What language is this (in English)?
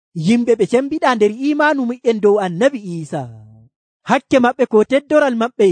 Nigerian Fulfulde